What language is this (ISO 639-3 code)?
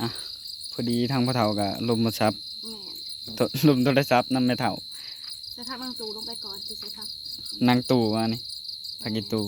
tts